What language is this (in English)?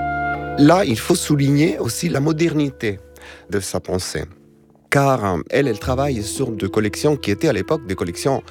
French